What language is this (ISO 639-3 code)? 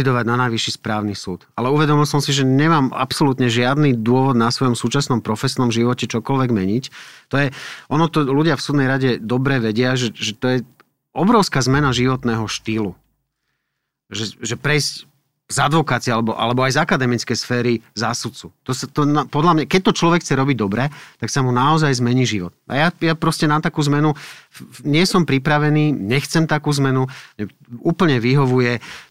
slk